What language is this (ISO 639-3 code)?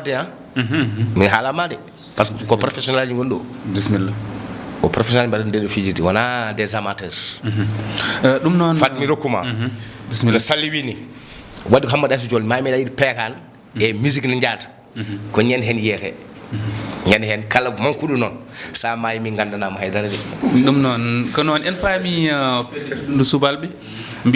ful